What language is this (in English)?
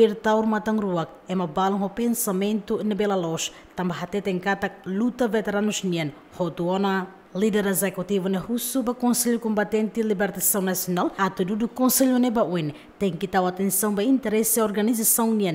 Tetum